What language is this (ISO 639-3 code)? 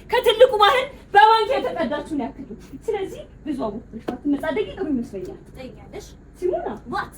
amh